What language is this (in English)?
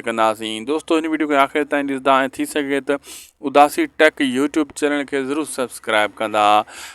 Sindhi